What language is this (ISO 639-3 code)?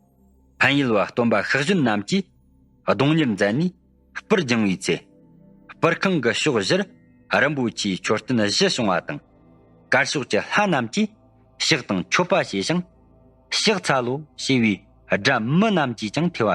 bod